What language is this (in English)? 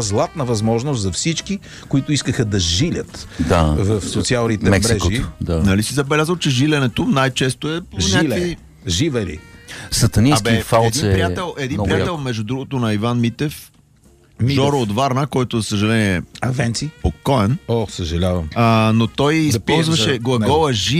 Bulgarian